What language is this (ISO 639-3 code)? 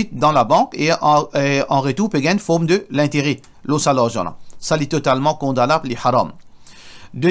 mfe